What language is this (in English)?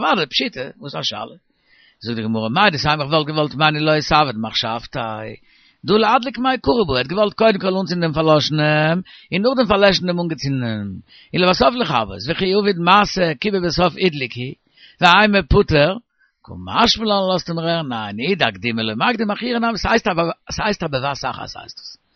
Yiddish